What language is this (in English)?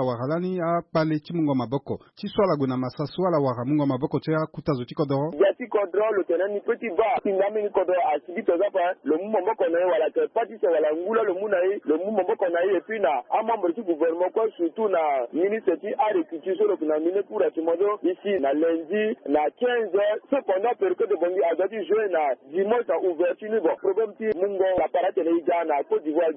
Sango